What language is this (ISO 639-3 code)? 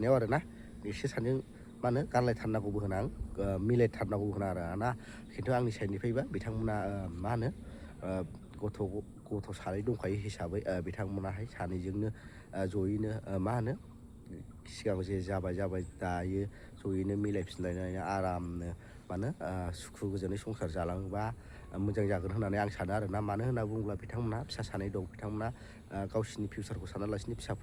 brx